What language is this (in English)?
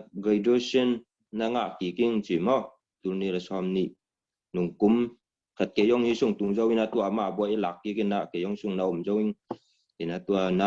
Tedim Chin